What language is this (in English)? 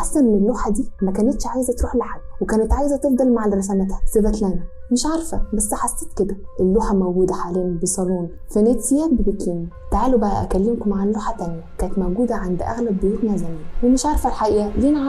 Egyptian Arabic